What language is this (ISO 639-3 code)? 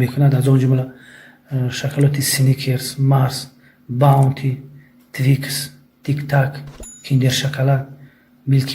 tgk